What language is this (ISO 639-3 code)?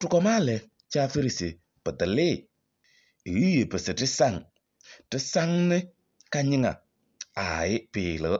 kbp